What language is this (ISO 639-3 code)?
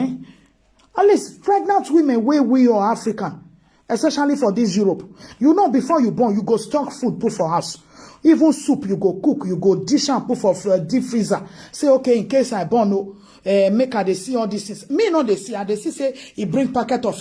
pcm